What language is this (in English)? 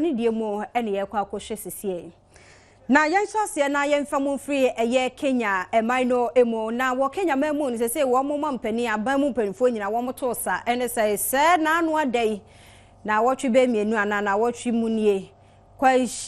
Akan